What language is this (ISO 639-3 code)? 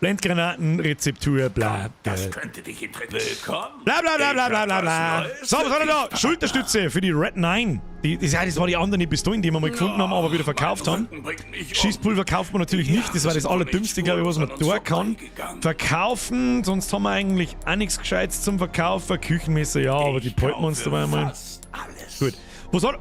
bar